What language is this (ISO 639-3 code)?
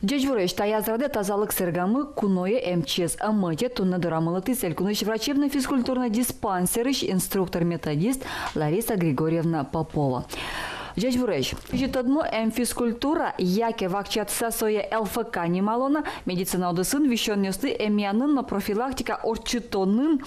udm